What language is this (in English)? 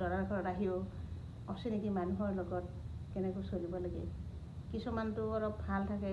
Assamese